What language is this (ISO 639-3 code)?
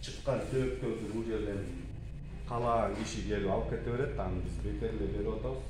kir